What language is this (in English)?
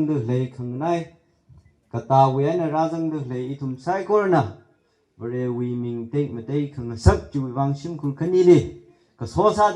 Tangkhul Naga (India)